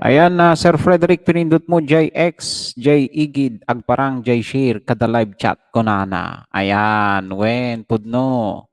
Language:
Iloko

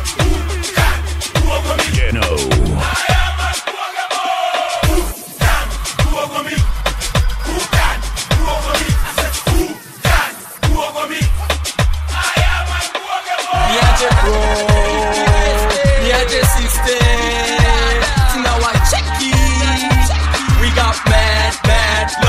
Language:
Swahili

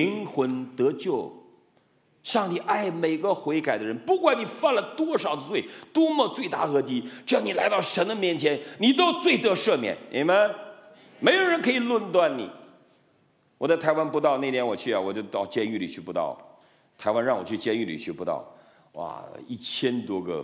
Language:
Chinese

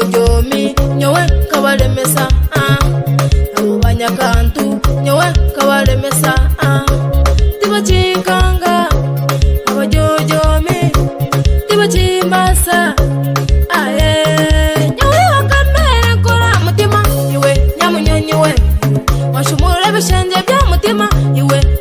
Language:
Nyoro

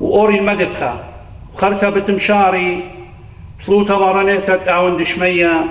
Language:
Assyrian Neo-Aramaic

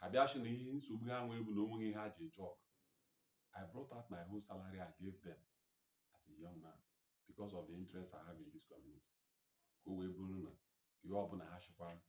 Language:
Igbo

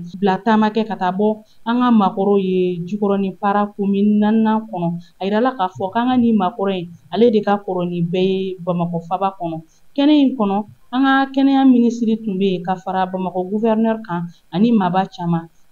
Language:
Bambara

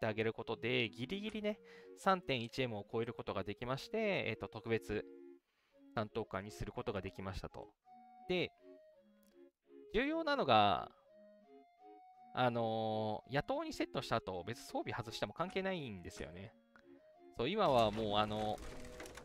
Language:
Japanese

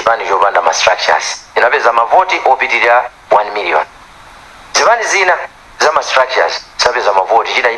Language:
Nyanja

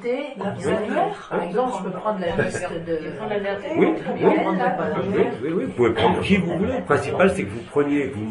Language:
French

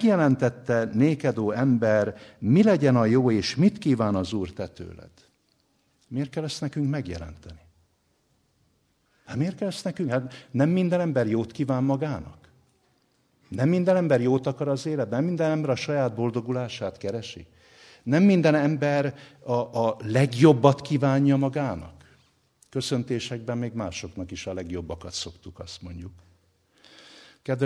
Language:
Hungarian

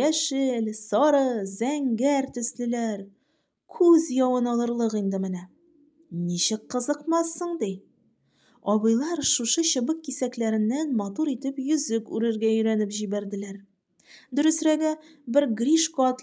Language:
Tatar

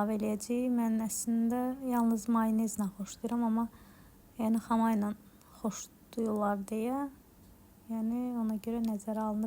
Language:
Azerbaijani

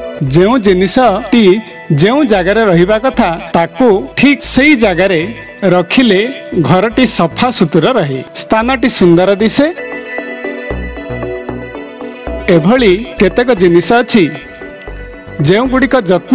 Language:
Odia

